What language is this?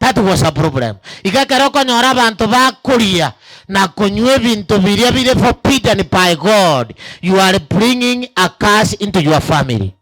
Gusii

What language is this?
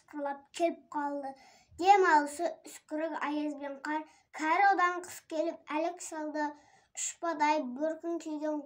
Kazakh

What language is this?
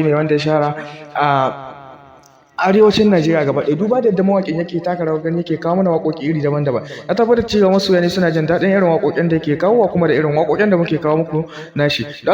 Hausa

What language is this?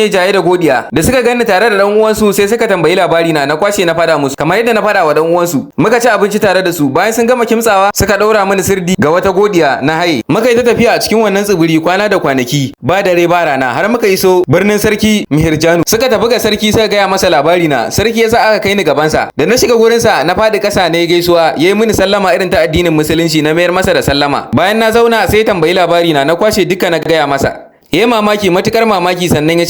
Hausa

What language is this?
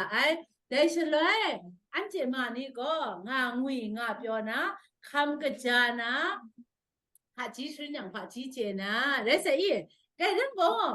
Kachin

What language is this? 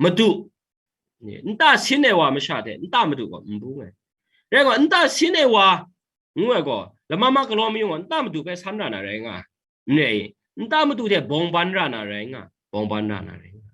Kachin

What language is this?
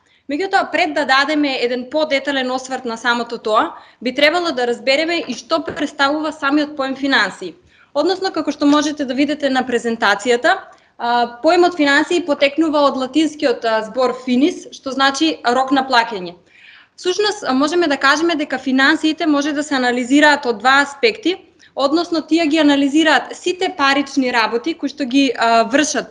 Macedonian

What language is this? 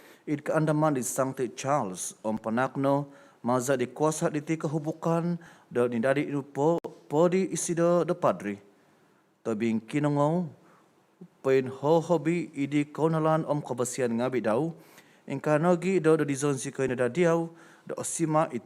Central Dusun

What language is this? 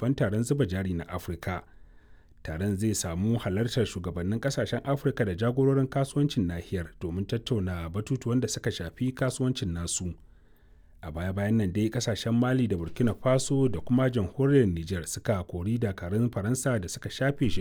Hausa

